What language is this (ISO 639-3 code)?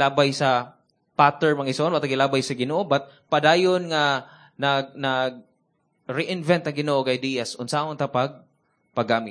ceb